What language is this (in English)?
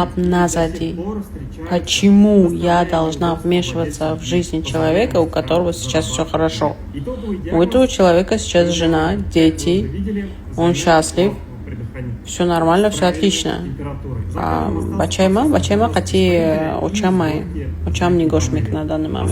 Tajik